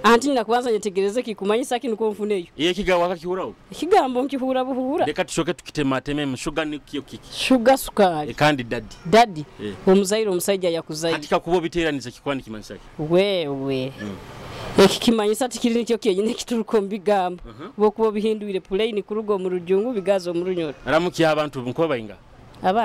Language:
Nyoro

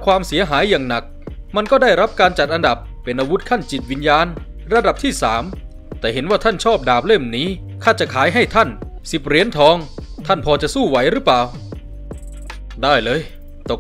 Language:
Thai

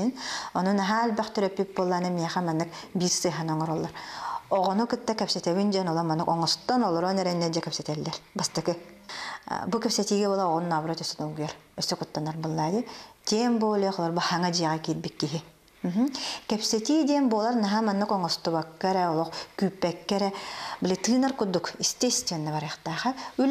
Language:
Yakut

